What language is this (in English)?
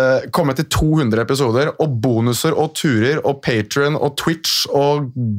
Norwegian